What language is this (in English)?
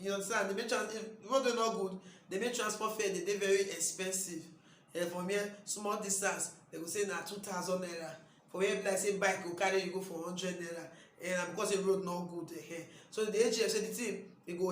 Nigerian Pidgin